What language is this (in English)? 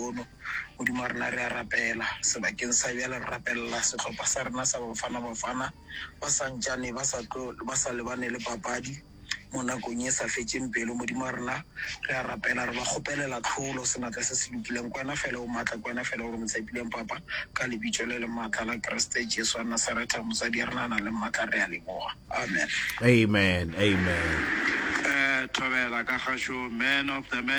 Northern Sotho